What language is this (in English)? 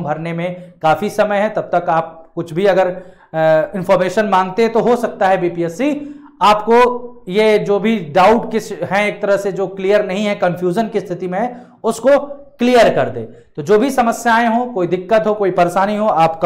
Hindi